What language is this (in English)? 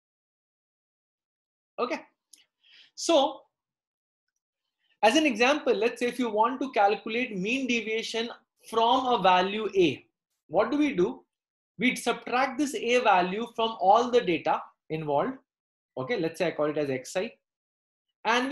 English